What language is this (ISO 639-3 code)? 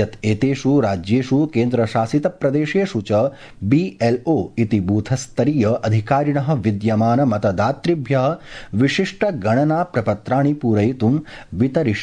san